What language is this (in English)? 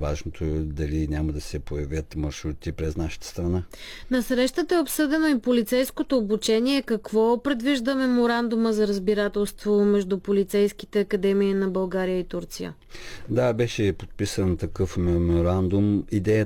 Bulgarian